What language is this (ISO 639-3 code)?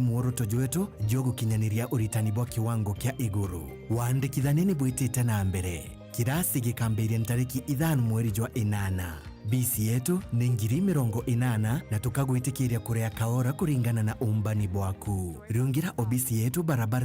mer